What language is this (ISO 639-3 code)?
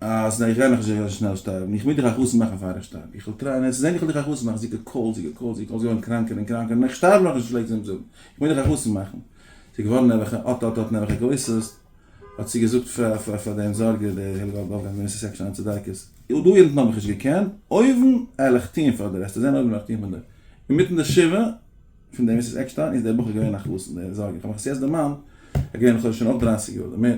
yid